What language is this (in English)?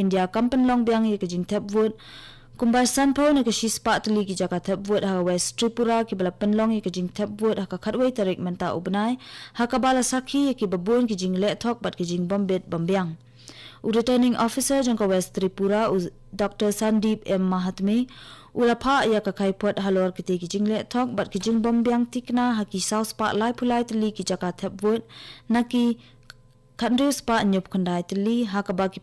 Khasi